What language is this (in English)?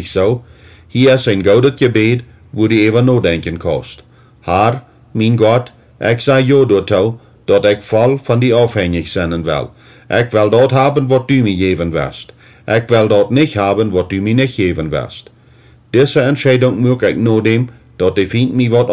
Plautdietsch